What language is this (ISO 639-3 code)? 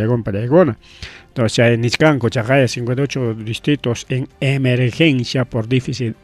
quy